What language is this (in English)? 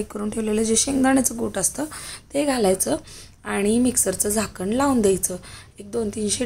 Marathi